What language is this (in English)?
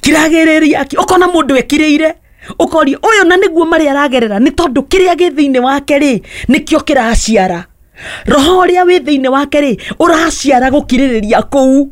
Kikuyu